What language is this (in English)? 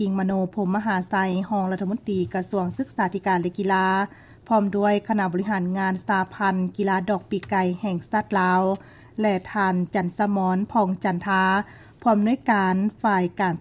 Lao